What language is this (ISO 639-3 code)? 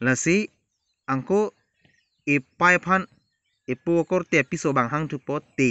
mjw